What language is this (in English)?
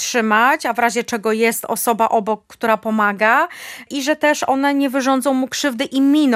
Polish